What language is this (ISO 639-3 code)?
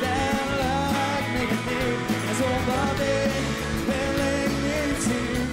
lim